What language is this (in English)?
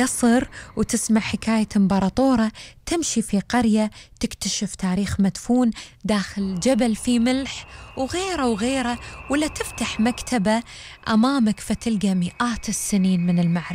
Gulf Arabic